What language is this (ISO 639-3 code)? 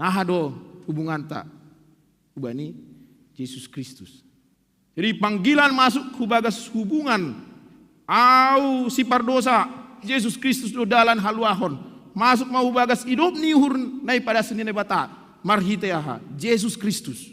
bts